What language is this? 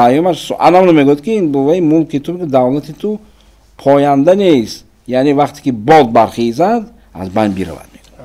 Tajik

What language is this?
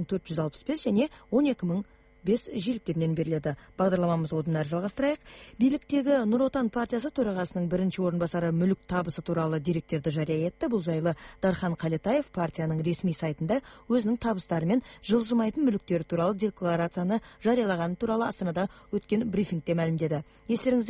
Kazakh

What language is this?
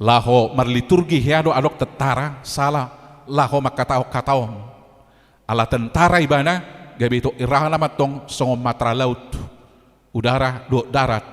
Batak Toba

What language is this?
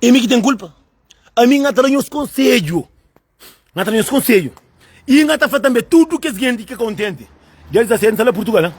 Kabuverdianu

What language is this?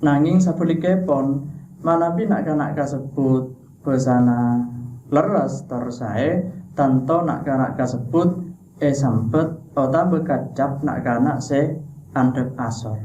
Madurese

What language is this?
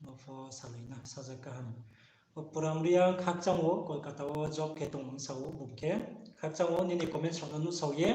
Riang (India)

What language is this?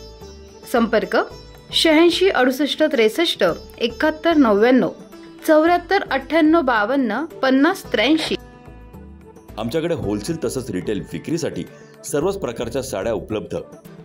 Marathi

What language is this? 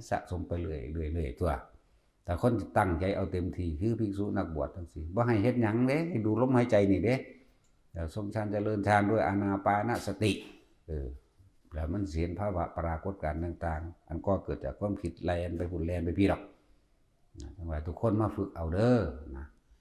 Northeastern Thai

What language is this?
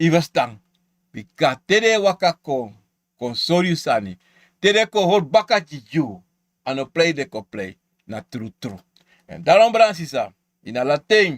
Sranan Tongo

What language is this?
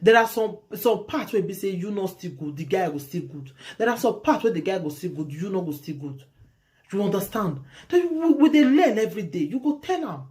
Nigerian Pidgin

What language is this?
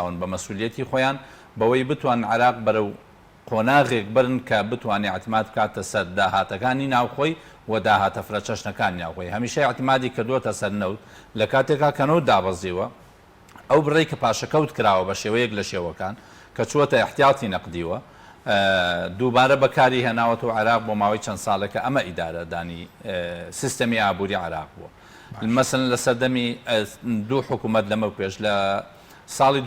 Central Kurdish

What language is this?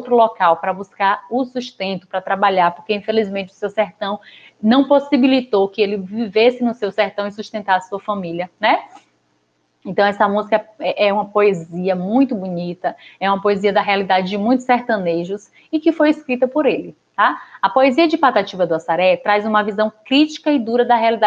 Portuguese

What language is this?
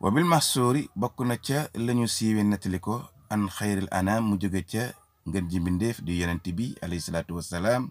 Wolof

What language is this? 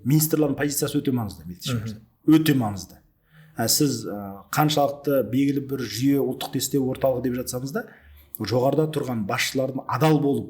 Kazakh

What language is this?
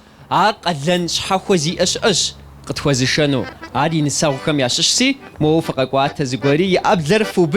Kabardian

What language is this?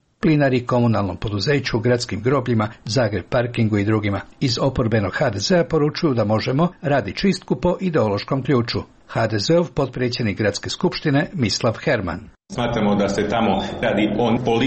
Croatian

